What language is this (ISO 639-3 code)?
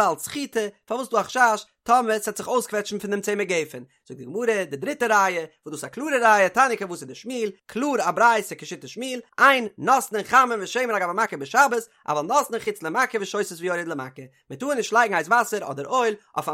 yid